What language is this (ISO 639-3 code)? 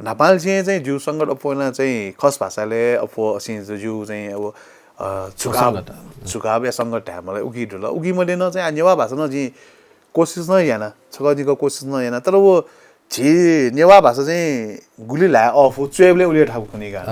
new